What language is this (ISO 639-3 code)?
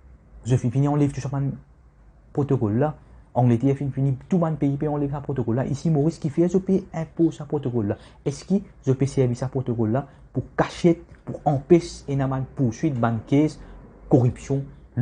mfe